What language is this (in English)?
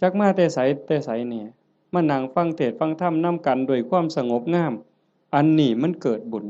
Northeastern Thai